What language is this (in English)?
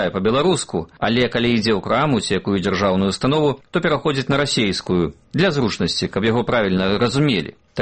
Belarusian